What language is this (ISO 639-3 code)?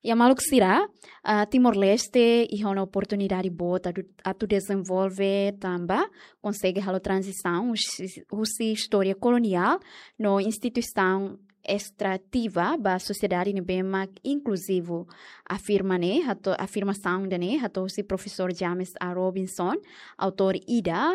tet